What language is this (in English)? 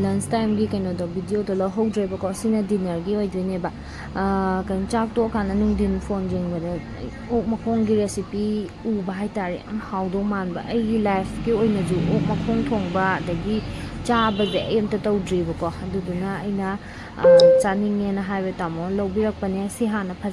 Manipuri